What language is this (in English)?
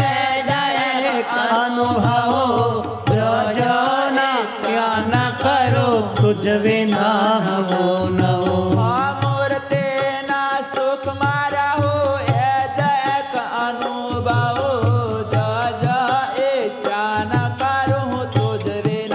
Gujarati